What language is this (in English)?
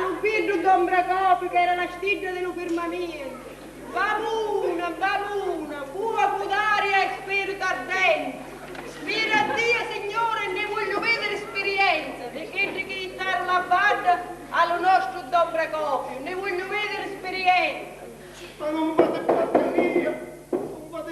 Sicilian